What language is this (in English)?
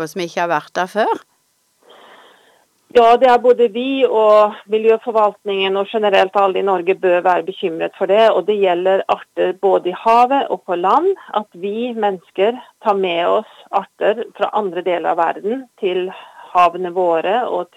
Norwegian